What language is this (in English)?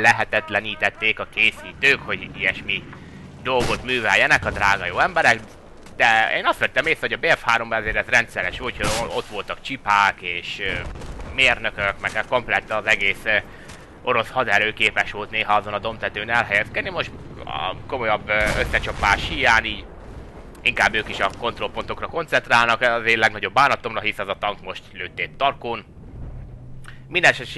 Hungarian